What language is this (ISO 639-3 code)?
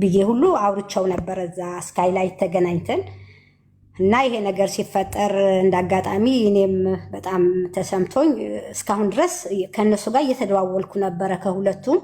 amh